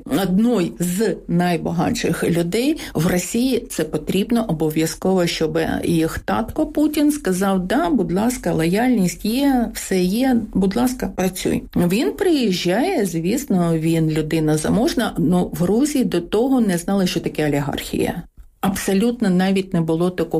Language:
Ukrainian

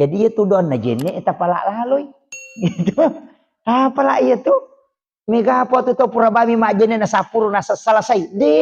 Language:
Buginese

